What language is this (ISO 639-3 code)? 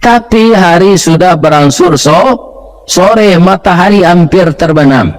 min